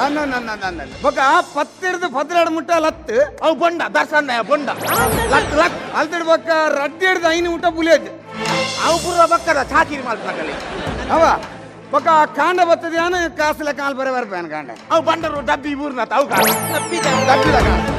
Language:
Tulu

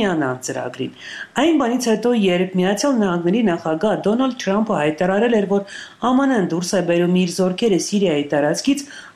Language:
Armenian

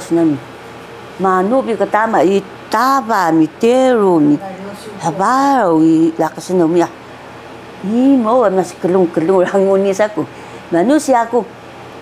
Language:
Taroko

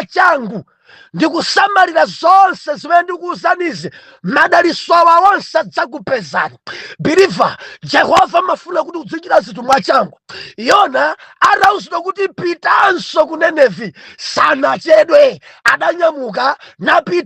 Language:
Nyanja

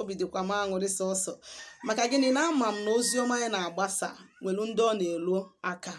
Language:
Igbo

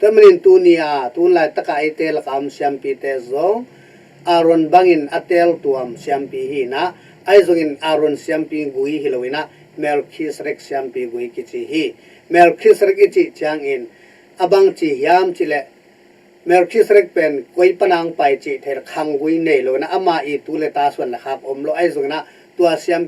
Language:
Tedim Chin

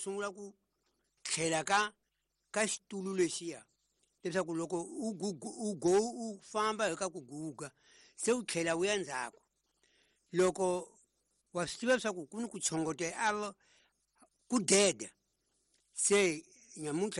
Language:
Tsonga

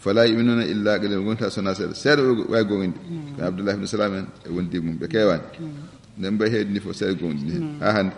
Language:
Fula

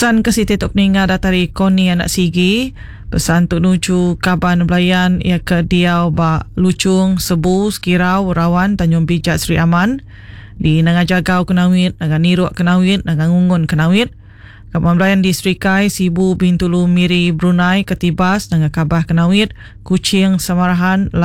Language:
Iban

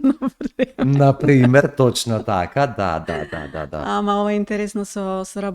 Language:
Macedonian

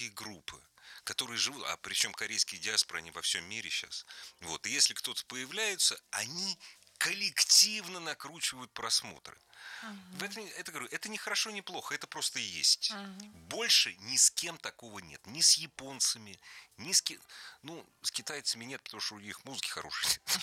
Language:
Russian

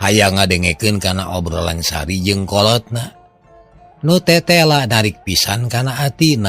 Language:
Sundanese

